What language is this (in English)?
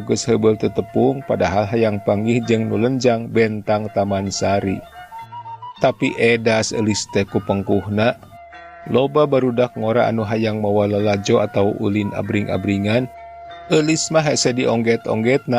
Sundanese